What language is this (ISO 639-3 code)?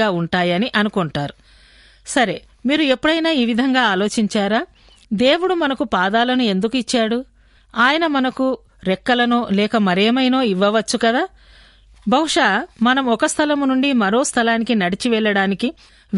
tel